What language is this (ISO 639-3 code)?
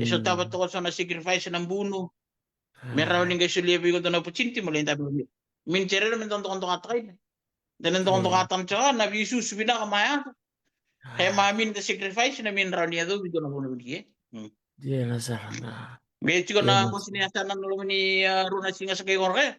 fij